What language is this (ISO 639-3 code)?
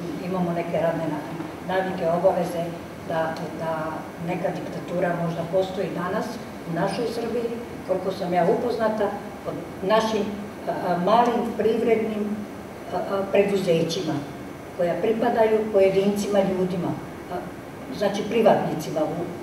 srp